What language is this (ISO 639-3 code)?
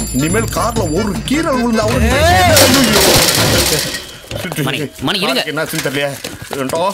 tam